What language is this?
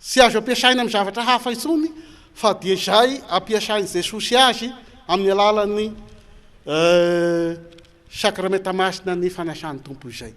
Malagasy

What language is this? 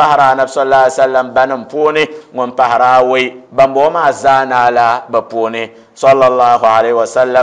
Dagbani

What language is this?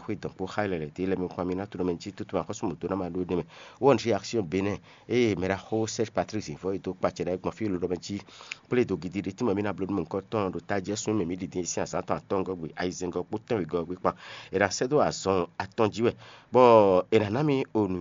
Fon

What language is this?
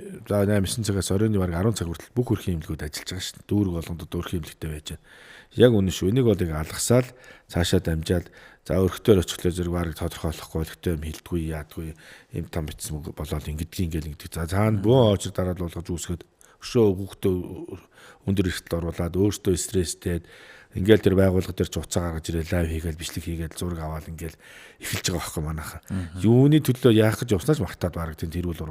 Mongolian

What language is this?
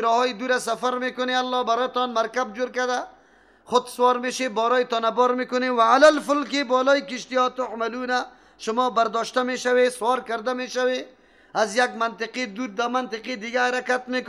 Persian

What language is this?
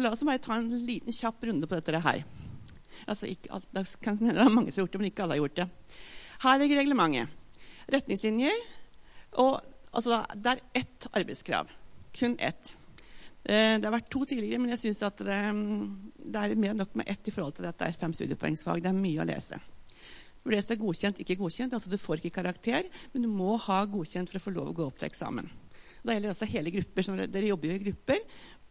Norwegian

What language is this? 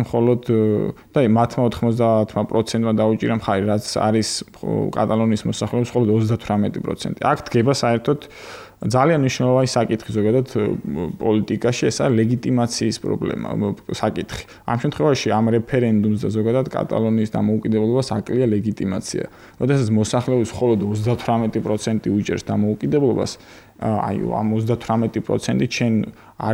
Georgian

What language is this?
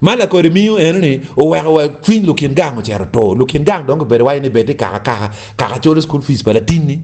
Acoli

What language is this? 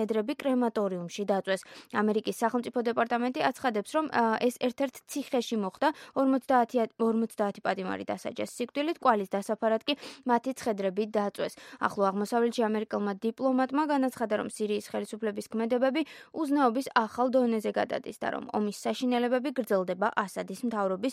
Georgian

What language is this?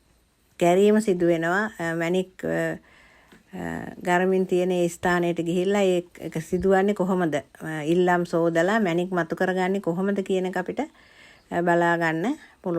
Sinhala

